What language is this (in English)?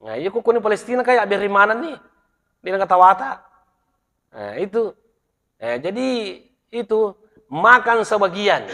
Buginese